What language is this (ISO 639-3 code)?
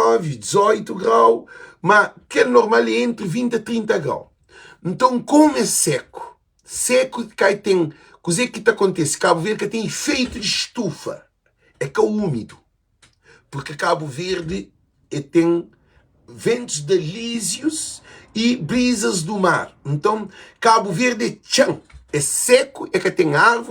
kea